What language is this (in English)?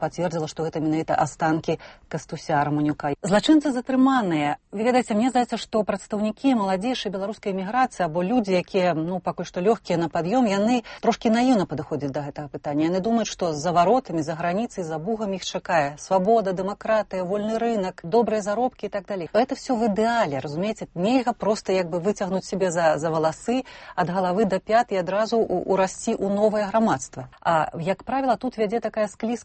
Belarusian